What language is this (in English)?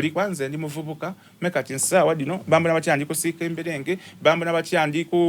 Soga